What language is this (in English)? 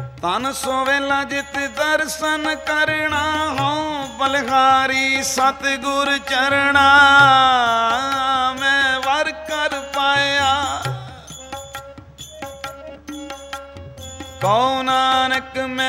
Punjabi